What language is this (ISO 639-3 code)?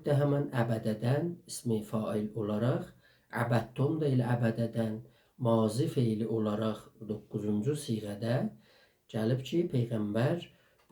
azb